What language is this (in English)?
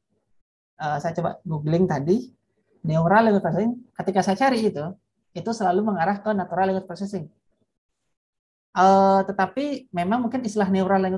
Indonesian